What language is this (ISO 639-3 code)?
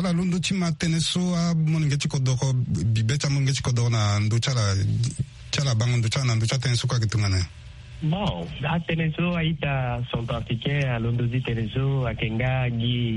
sag